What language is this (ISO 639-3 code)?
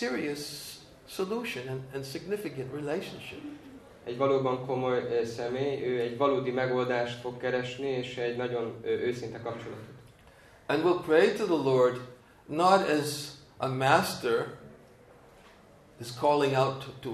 hun